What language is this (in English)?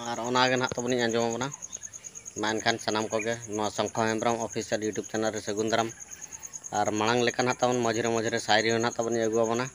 Santali